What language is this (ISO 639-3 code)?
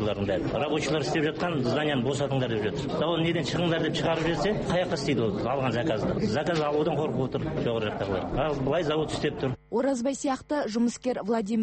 kaz